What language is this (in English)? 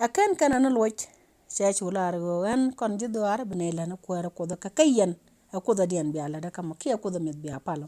Nuer